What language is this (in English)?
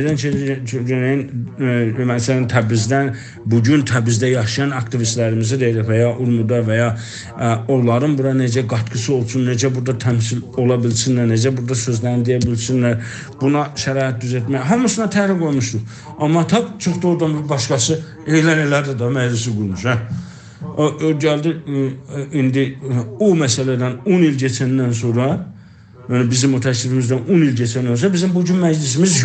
South Azerbaijani